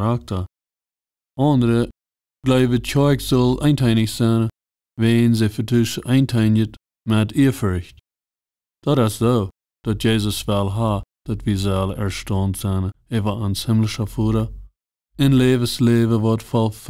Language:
Plautdietsch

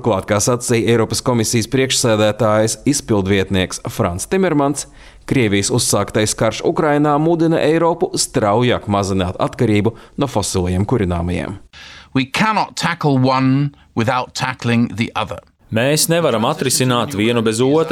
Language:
Latvian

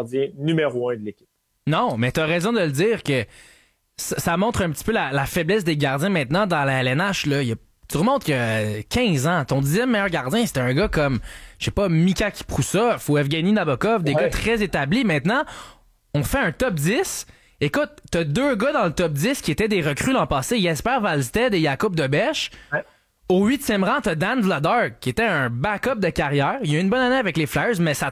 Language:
French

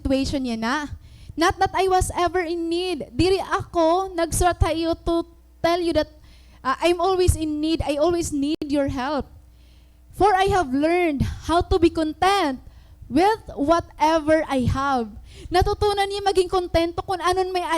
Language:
Waray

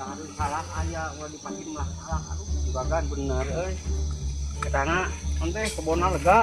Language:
Sundanese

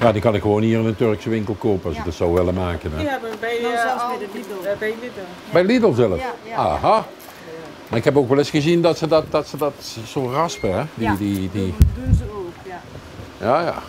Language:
Limburgish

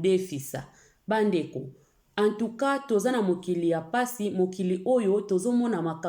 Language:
Lingala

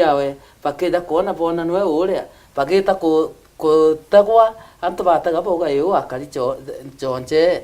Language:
Meru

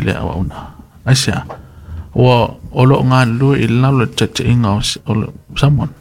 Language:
Samoan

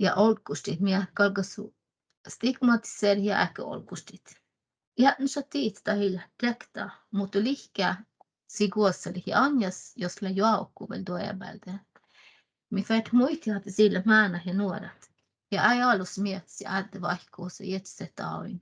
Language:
Northern Sami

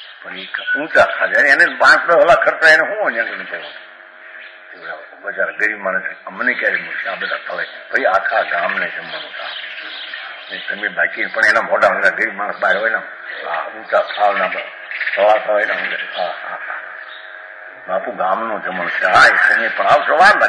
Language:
Gujarati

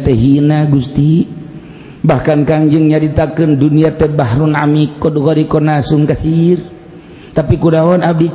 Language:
Sundanese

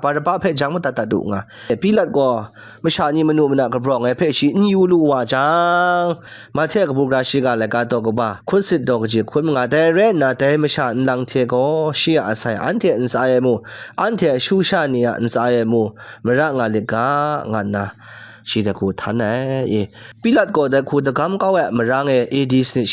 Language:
Kachin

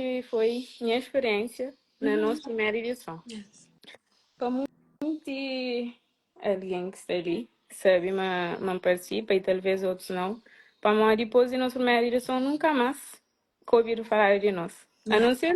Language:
Kabuverdianu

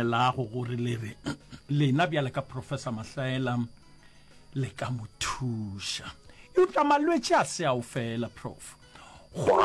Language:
Northern Sotho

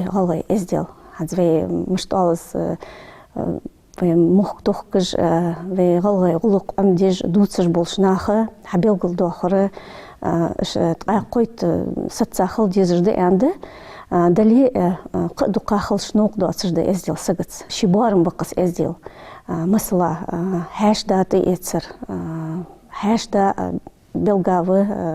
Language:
Ingush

